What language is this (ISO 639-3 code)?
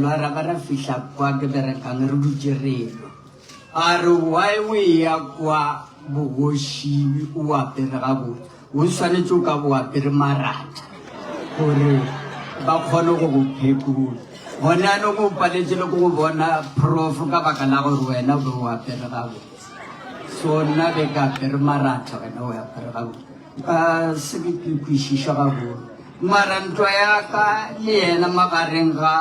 nso